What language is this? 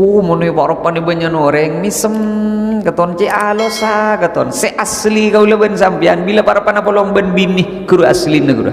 Madurese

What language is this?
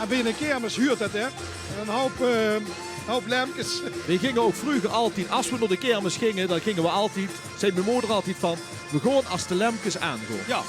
Limburgish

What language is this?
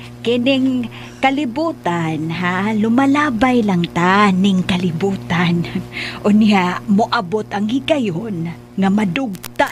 Cebuano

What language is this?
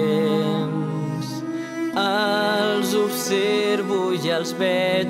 Catalan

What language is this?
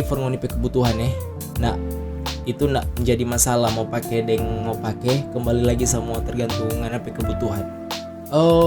Manado Malay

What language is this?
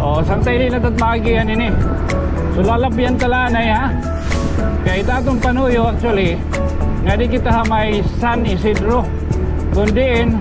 Waray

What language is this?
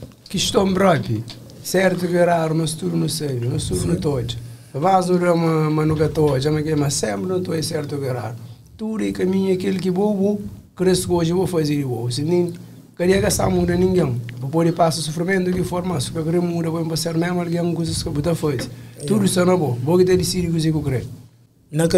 Kabuverdianu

